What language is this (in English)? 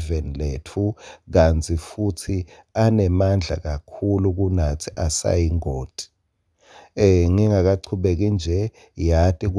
Swati